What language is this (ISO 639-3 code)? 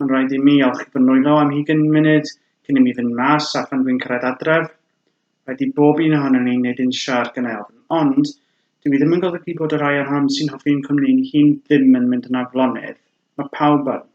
cym